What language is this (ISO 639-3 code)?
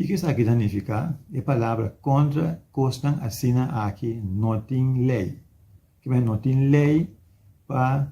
pap